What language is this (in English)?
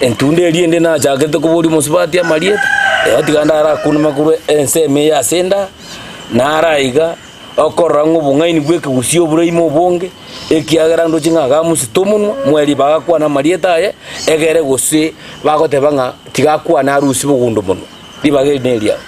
Gusii